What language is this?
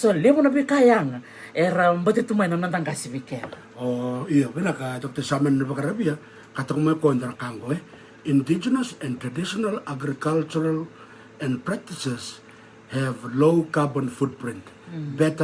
Fijian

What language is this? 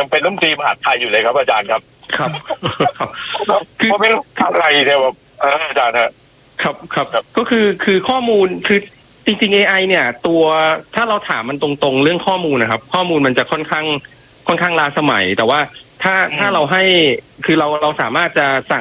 Thai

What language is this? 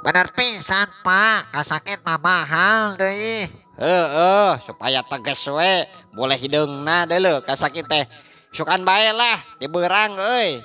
Sundanese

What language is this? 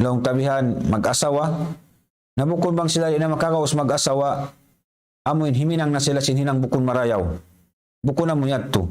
Tausug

